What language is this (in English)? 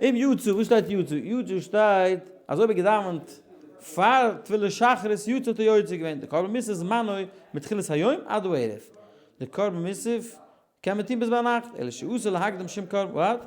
Yiddish